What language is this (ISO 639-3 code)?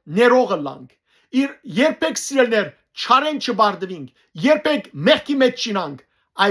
hyw